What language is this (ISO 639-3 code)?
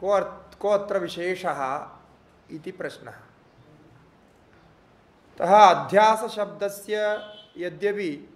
san